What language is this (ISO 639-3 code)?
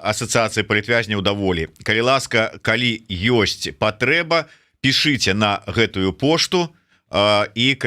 bel